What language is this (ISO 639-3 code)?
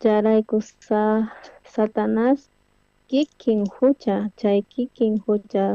quh